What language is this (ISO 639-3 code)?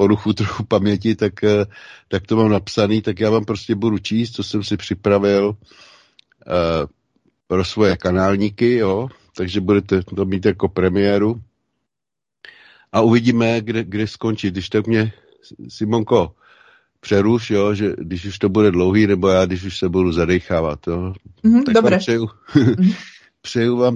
ces